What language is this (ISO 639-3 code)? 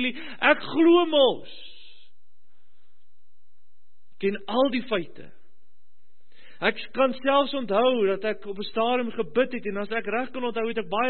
afr